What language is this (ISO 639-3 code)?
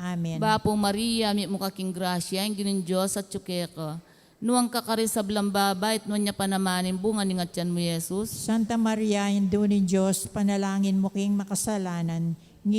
pam